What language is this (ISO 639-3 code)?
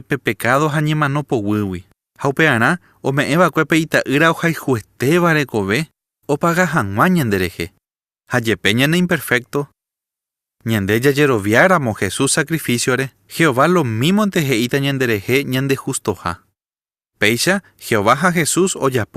grn